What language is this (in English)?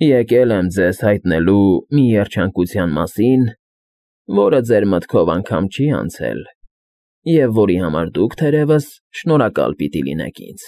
Armenian